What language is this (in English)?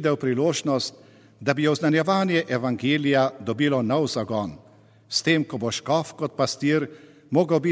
Slovenian